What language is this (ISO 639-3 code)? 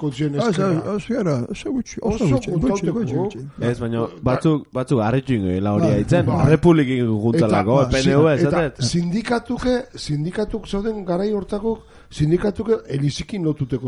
eus